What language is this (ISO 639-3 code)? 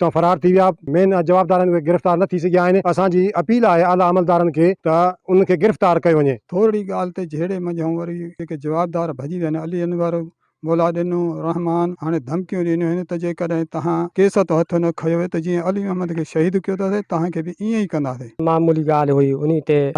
snd